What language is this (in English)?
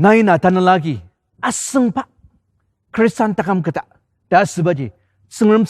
Ao Naga